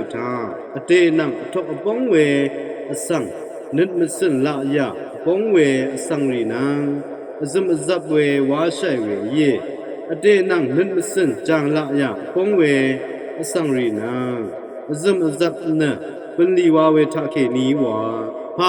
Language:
Rawang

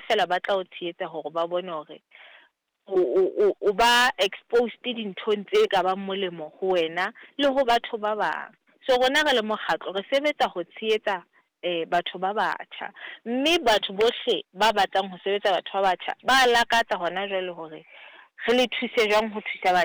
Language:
Southern Sotho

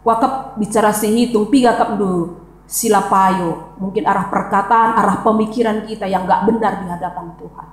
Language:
Batak Karo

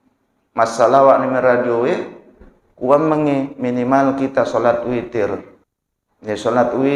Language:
Buginese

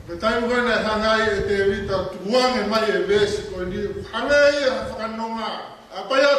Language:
Tongan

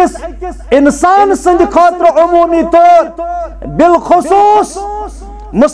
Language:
Kashmiri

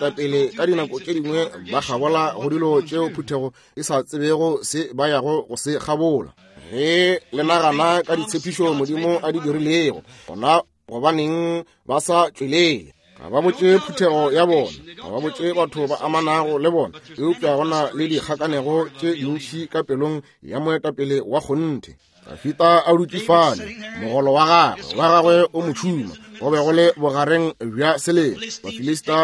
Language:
Northern Sotho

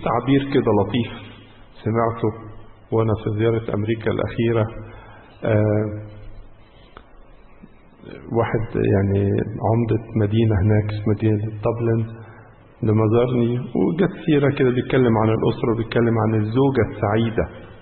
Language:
Egyptian Arabic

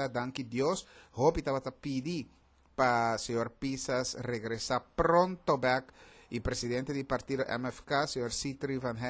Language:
Papiamento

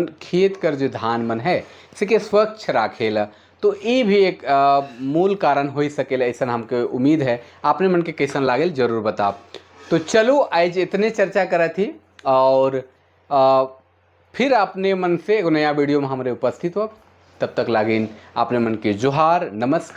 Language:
Sadri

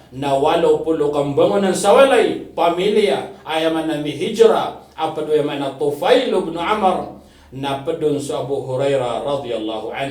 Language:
Maranao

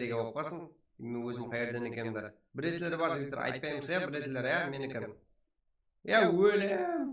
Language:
Kara-Kalpak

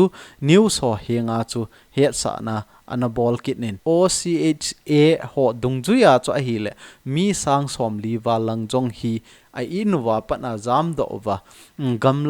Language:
Thado Chin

